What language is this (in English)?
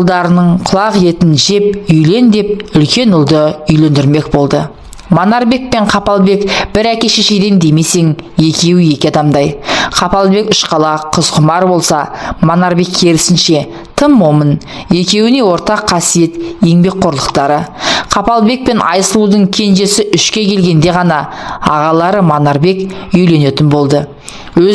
Kazakh